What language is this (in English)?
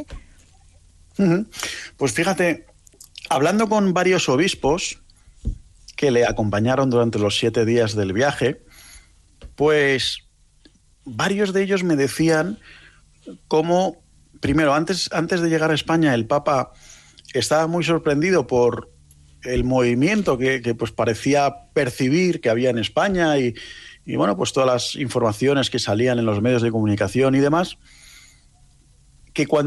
Spanish